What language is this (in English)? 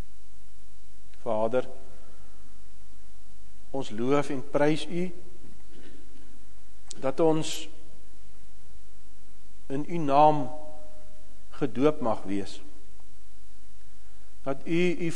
Afrikaans